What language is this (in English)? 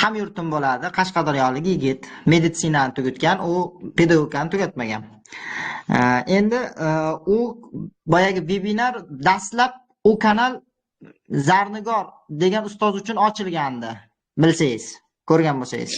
Uzbek